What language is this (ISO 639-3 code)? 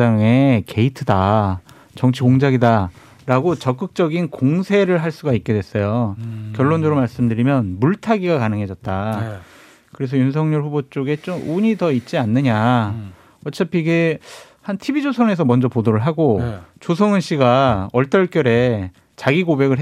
kor